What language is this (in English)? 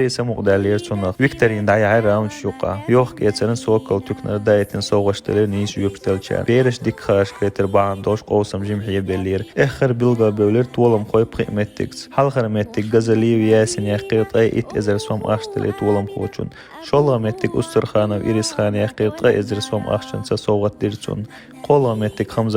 Chechen